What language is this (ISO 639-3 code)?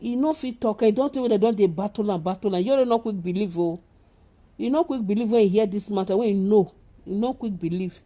pcm